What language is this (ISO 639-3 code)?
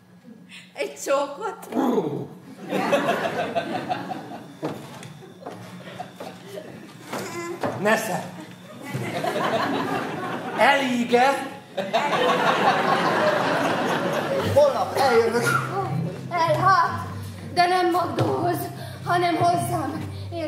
hun